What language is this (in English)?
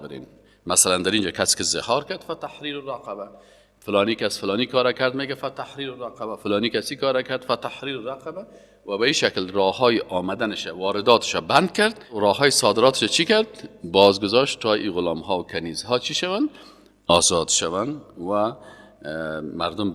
Persian